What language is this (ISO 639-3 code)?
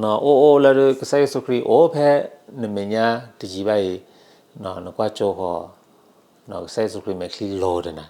ksw